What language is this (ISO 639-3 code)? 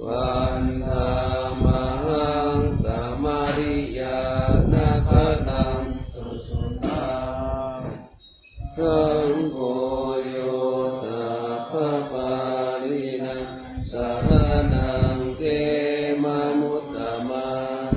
pli